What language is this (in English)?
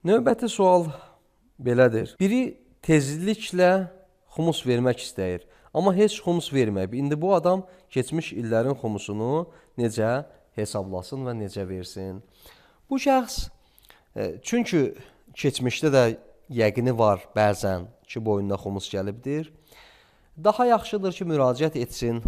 Azerbaijani